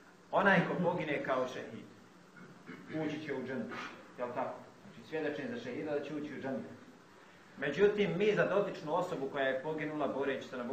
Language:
Bosnian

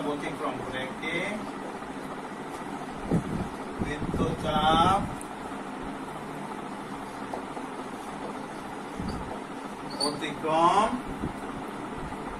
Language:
Bangla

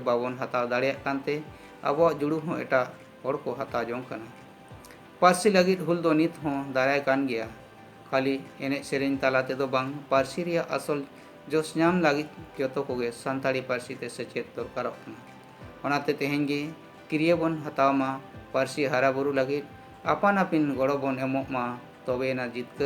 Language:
Santali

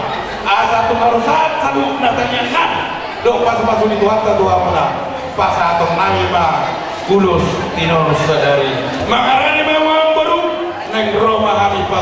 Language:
Batak Toba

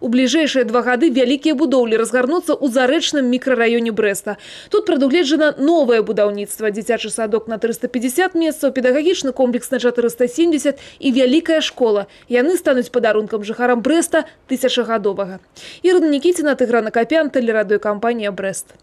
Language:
Belarusian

